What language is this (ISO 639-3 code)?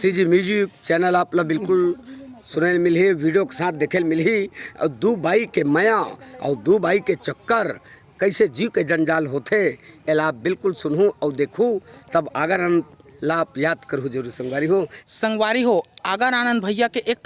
hne